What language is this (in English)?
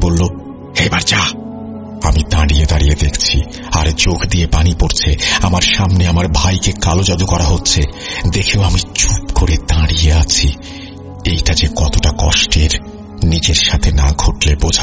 Bangla